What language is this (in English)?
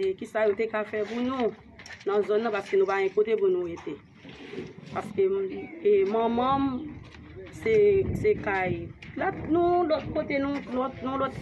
Haitian Creole